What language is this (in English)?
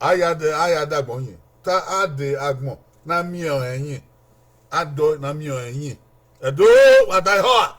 Bini